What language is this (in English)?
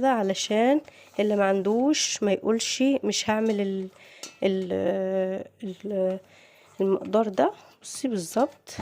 Egyptian Arabic